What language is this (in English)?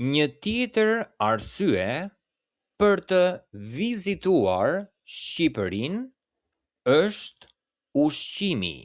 Albanian